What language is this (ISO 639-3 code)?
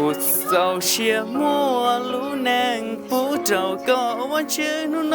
hmn